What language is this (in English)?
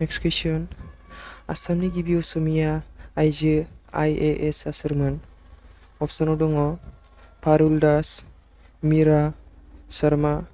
Bodo